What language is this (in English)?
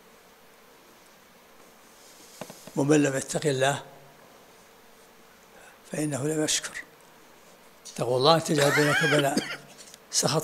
Arabic